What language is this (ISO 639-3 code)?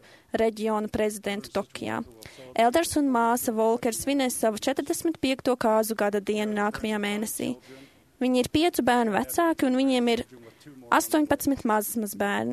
lav